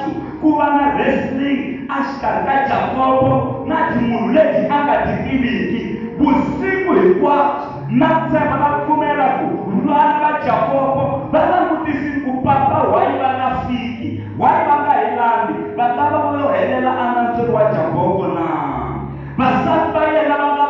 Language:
Tsonga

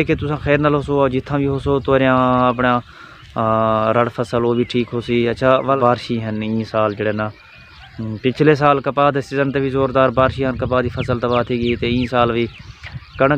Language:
Saraiki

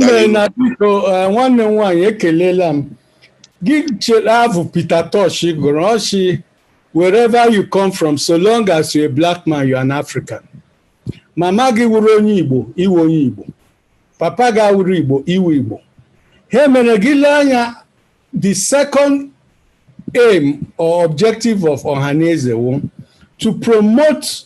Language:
Igbo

